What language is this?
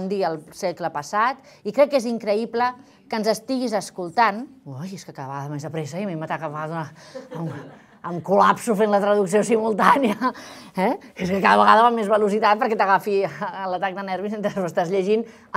Catalan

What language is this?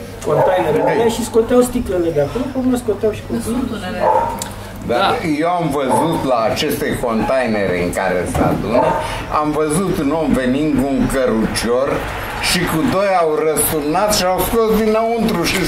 Romanian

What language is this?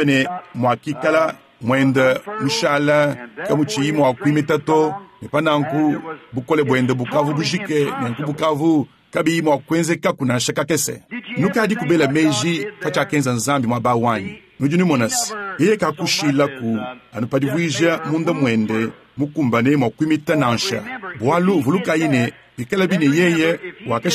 Luba-Lulua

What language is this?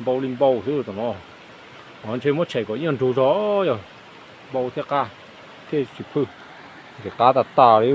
Hmong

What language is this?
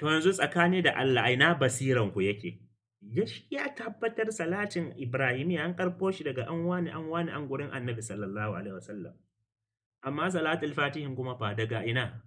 Hausa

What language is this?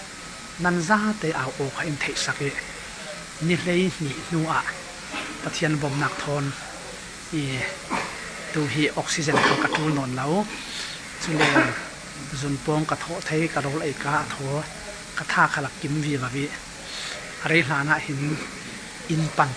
Falam Chin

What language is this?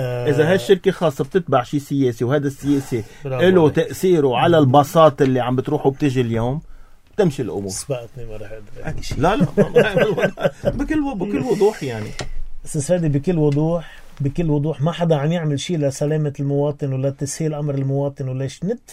North Levantine Arabic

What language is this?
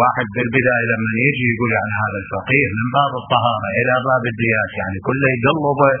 Mesopotamian Arabic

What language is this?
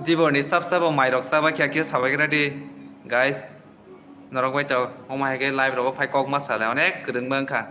Kok Borok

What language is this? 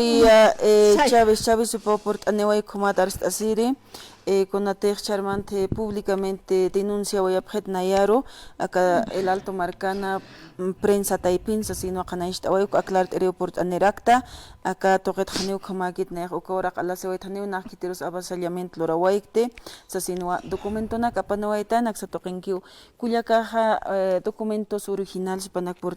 Aymara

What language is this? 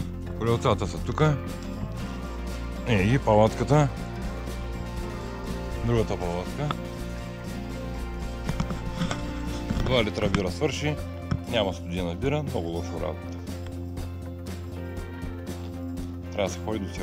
Bulgarian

